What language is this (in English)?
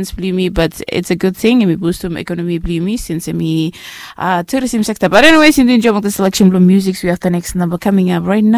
Bislama